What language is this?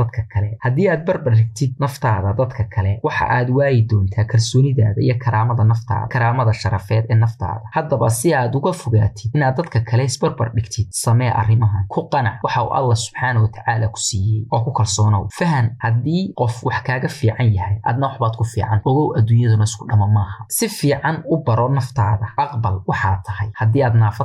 Somali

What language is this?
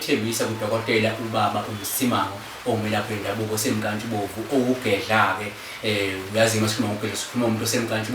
Zulu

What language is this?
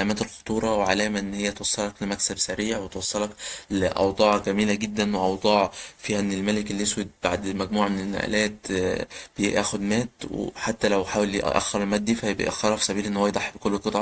Egyptian Arabic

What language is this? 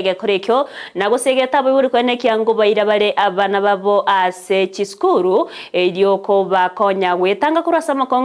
Gusii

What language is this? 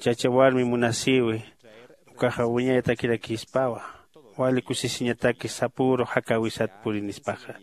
Aymara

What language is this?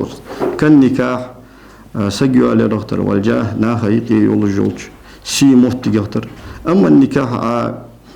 Ingush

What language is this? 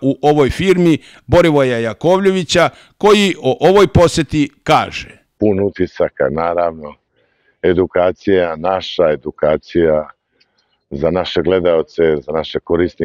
Serbian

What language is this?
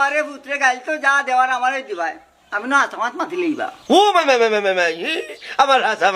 Sylheti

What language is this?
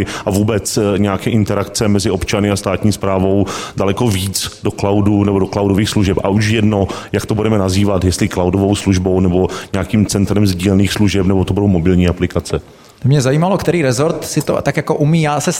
Czech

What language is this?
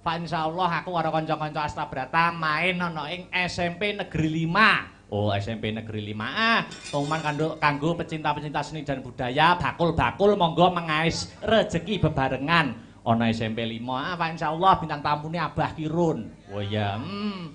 Javanese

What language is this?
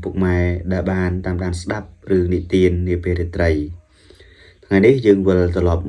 Khmer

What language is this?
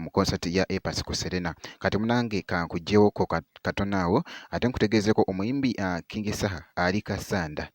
Ganda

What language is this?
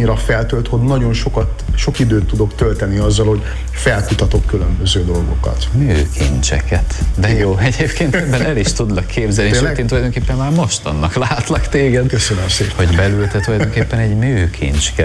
Hungarian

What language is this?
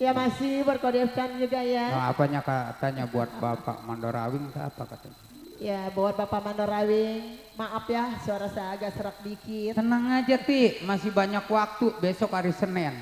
Betawi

